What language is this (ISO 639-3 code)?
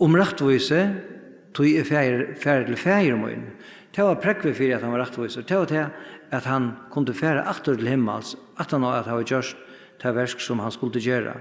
fao